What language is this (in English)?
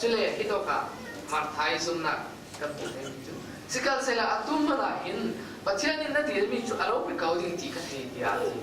Falam Chin